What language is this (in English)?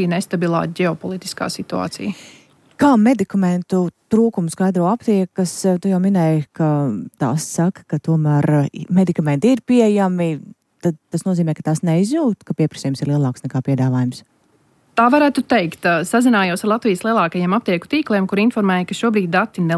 Latvian